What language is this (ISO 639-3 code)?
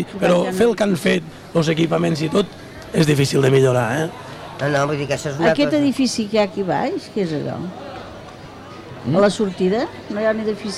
cat